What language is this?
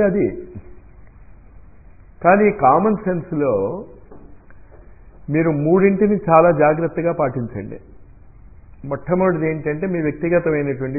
Telugu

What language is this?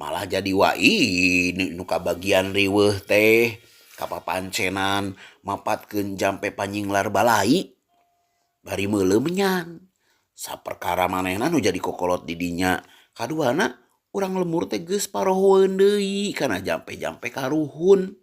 Sundanese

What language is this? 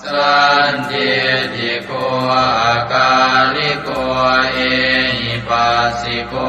Pali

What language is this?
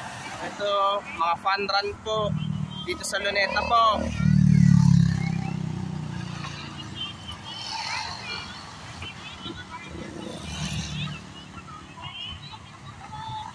Filipino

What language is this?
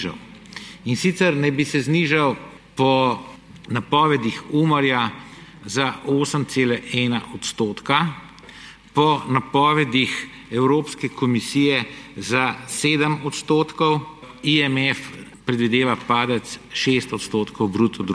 Slovenian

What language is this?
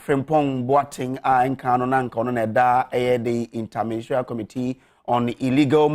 Akan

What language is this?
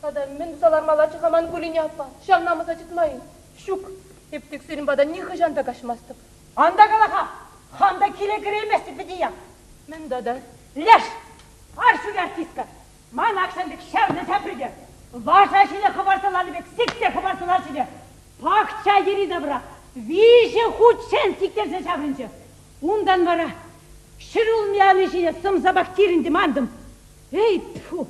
Chuvash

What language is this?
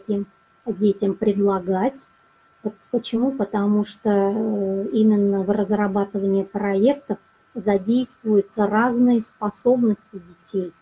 Russian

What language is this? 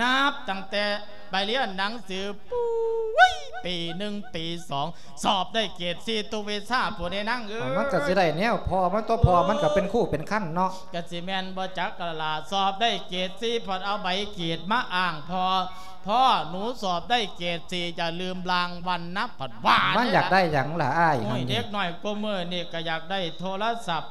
Lao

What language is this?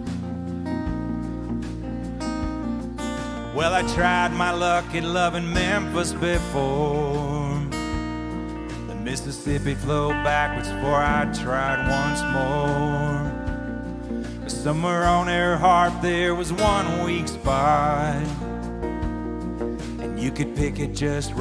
English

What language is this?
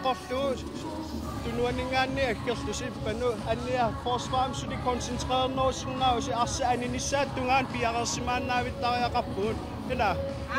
Kalaallisut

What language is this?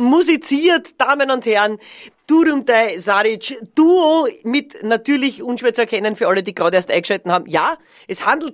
Bavarian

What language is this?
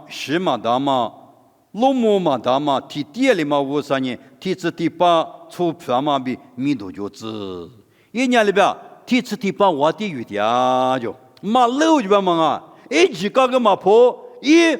Lisu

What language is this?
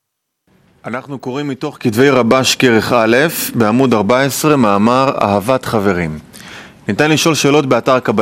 Hebrew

